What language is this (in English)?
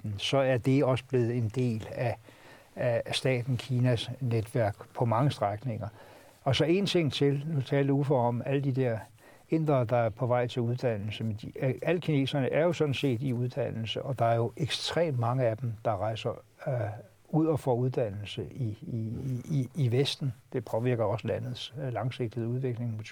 Danish